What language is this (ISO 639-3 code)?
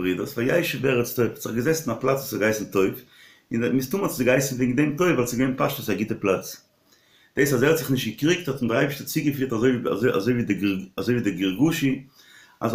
yid